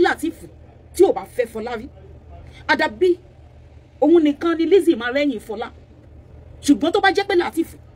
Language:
Yoruba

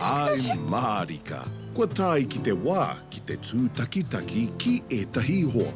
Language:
Māori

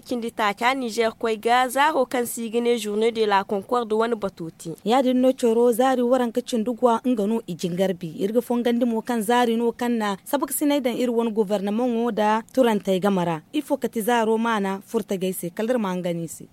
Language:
Zarma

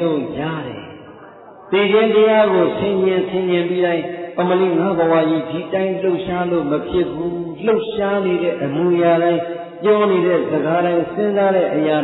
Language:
Burmese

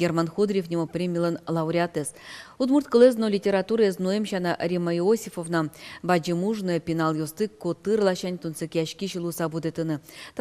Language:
Udmurt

